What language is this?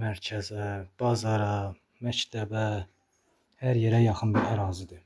Azerbaijani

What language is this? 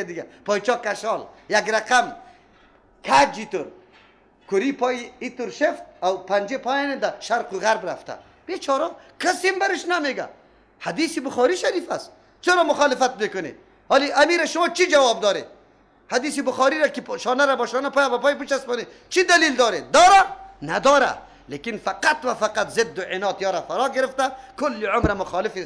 Persian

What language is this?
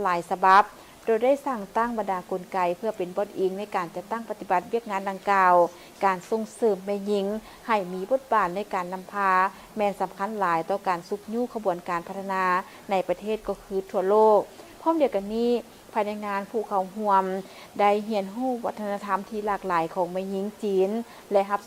Lao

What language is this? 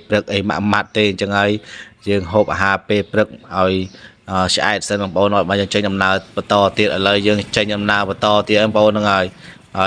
Khmer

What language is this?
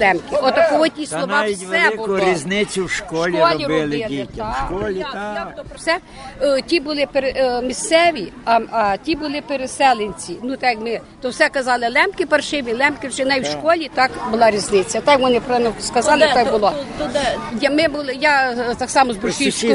Ukrainian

